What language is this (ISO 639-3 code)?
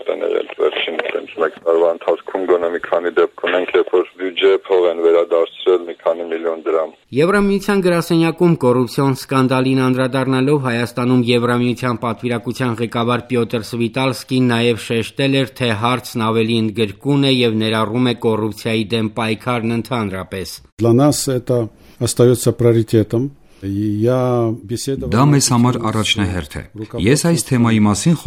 hye